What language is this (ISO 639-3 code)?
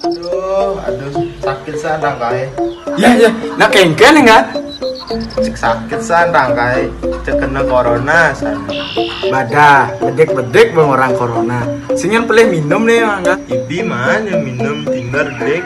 ban